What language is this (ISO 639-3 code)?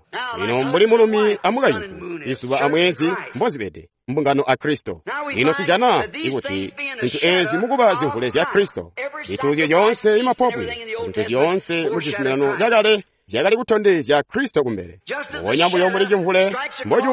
toi